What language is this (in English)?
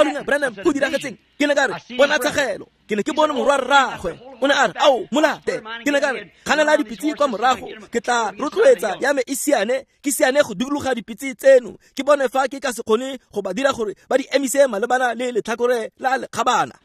Tswana